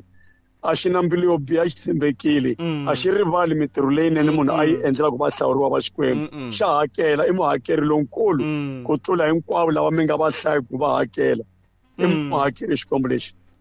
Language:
Tsonga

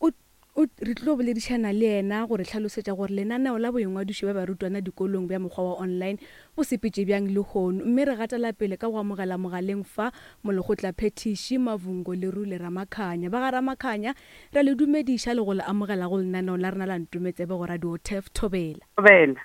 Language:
Northern Sotho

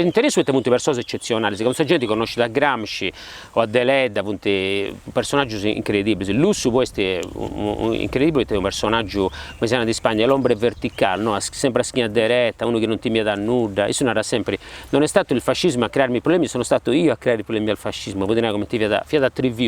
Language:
Sardinian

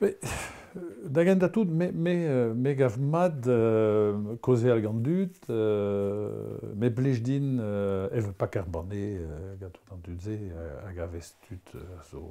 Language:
Breton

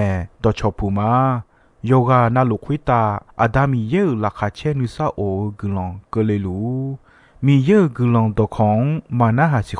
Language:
Akha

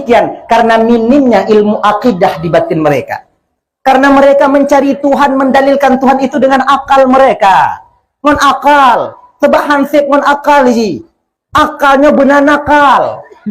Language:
Achinese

